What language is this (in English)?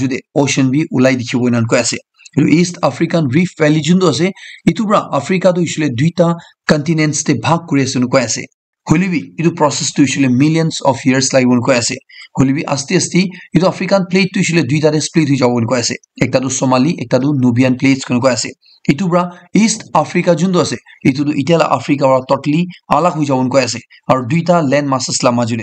Naga Pidgin